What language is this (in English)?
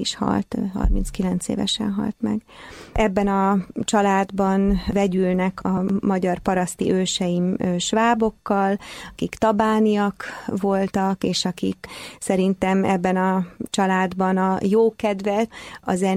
Hungarian